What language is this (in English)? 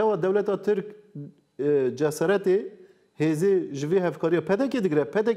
Kurdish